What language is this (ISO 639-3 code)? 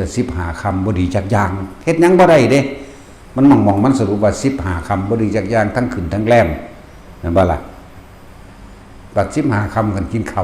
tts